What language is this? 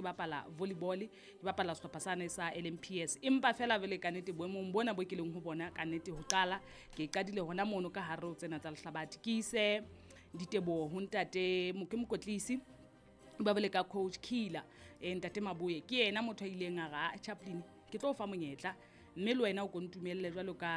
Southern Sotho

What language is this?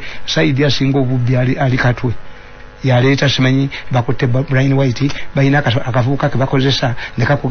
Ganda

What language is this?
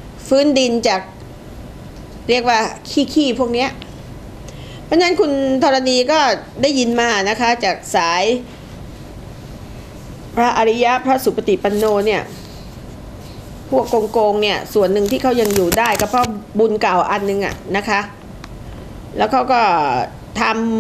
Thai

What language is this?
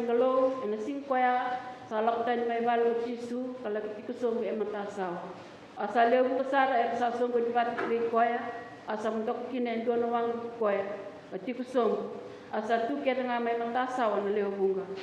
Fijian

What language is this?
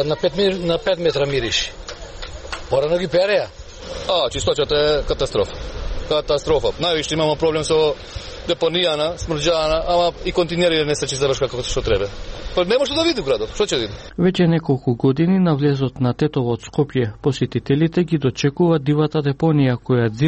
Macedonian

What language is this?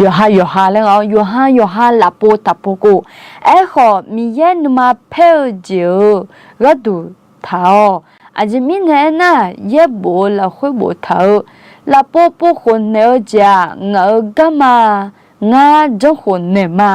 Akha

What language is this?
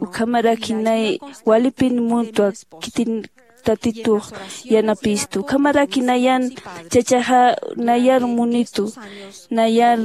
Aymara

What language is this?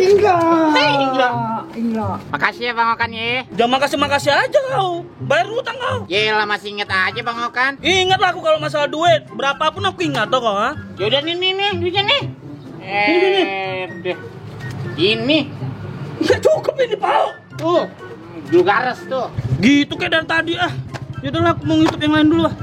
Betawi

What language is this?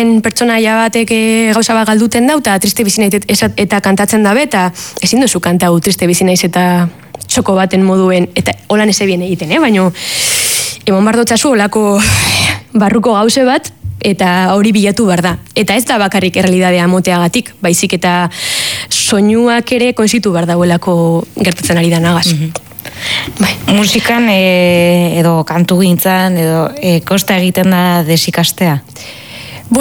Basque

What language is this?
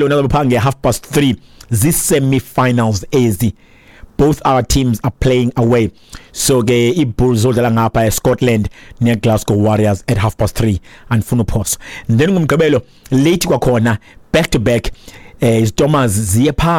Xhosa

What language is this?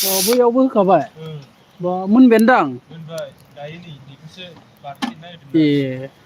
Bodo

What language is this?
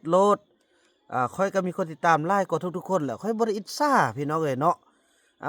Lao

